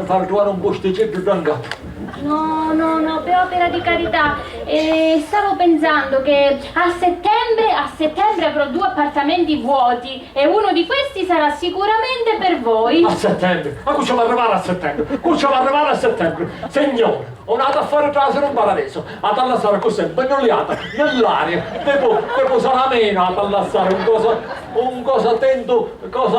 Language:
Sicilian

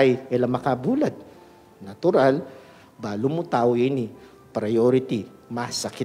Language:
Pampanga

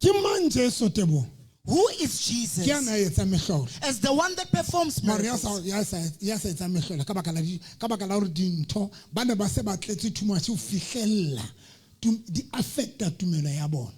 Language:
Southern Sotho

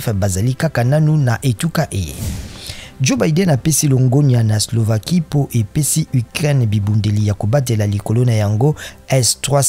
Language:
Lingala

